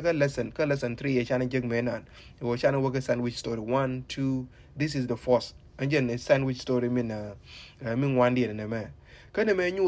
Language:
Nuer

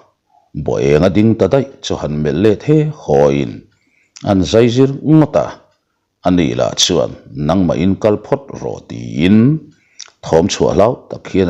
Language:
Mizo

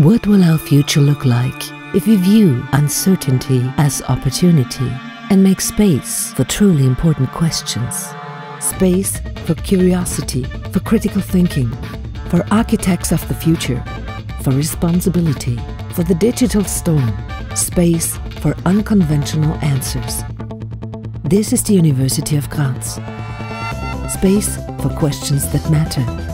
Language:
English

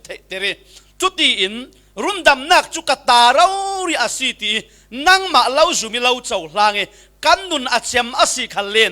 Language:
Falam Chin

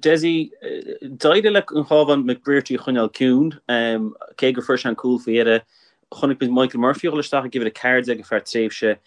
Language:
Irish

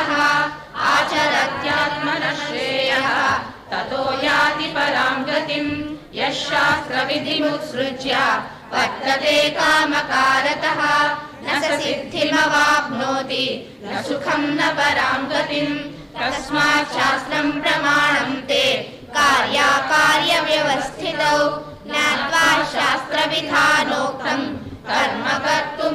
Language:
Sanskrit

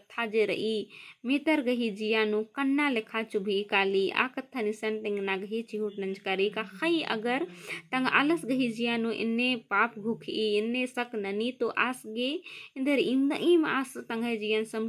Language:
Kurukh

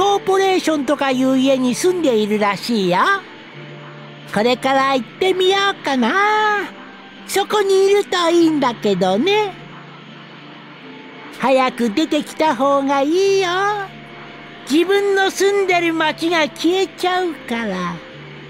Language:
Japanese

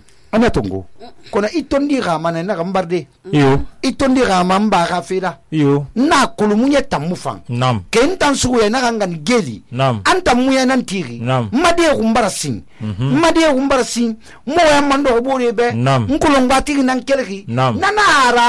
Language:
Susu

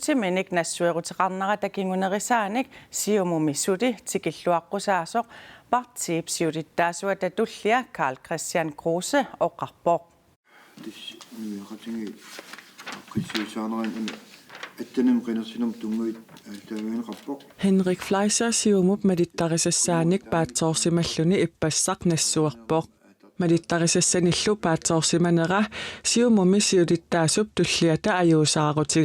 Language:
Kalaallisut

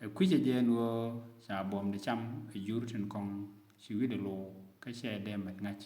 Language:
Nuer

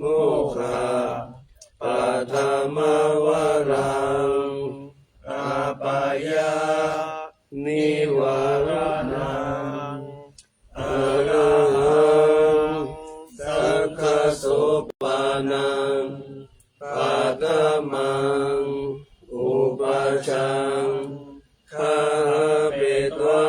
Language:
Pali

